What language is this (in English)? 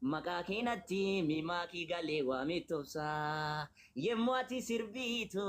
Oromo